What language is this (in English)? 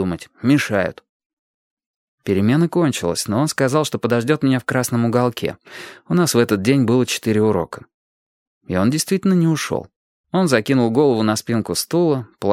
Russian